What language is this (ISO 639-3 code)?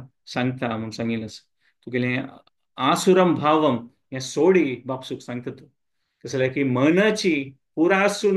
kok